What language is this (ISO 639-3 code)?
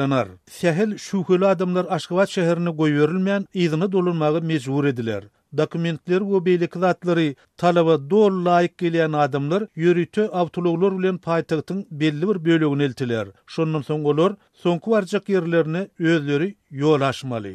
tuk